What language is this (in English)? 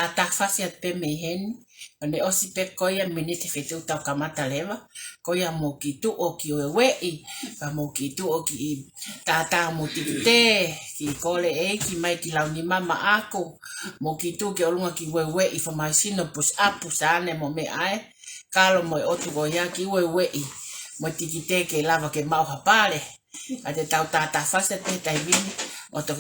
Tongan